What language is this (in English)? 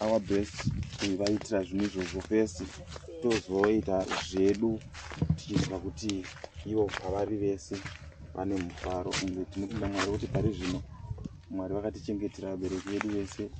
Shona